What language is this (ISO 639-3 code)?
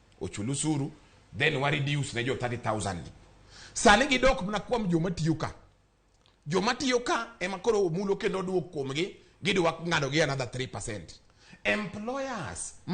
luo